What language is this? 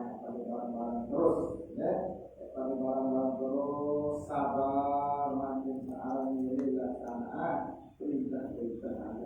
Sasak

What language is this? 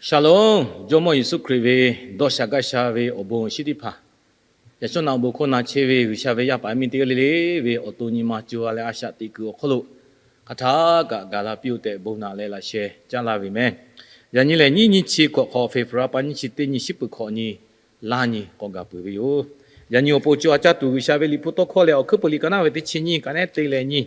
Lahu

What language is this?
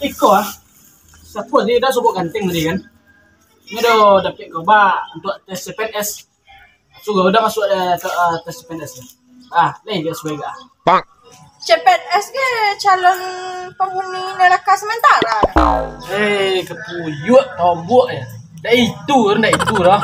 Minangkabau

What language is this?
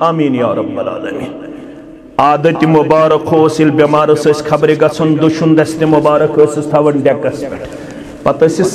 Kashmiri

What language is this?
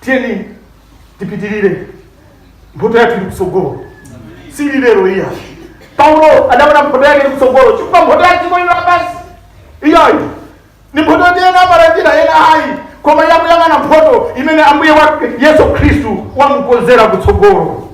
Nyanja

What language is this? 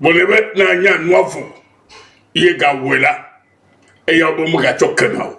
Ewe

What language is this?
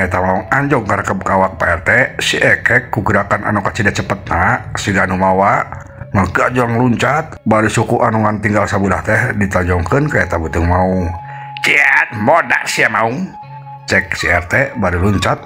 Sundanese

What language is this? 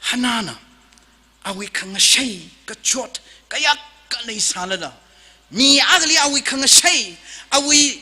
Tangkhul Naga (India)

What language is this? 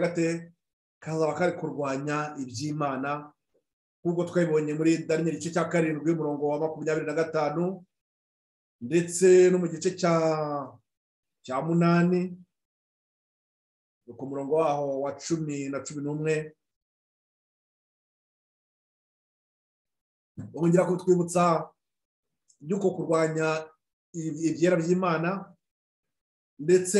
Kinyarwanda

